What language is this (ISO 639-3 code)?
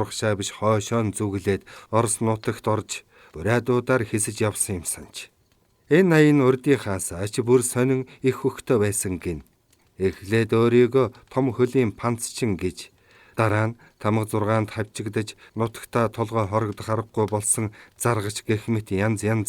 mon